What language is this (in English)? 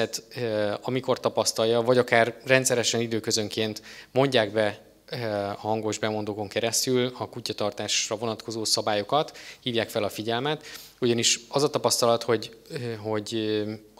Hungarian